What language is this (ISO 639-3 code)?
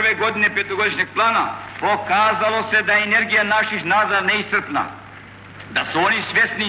srp